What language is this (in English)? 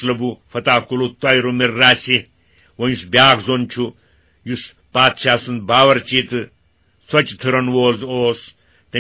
Kashmiri